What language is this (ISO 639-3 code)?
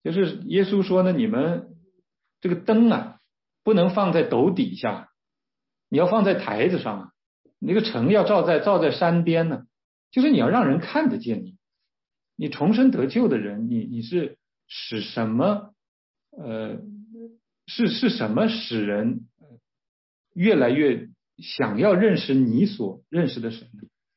zho